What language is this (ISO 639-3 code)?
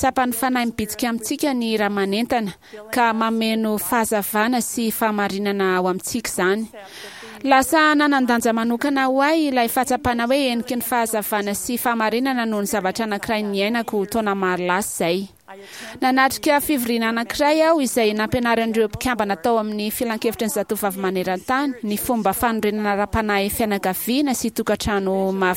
mlg